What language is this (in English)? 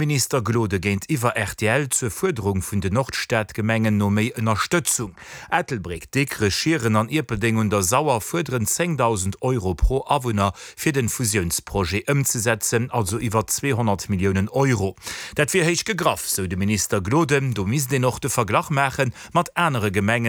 Luxembourgish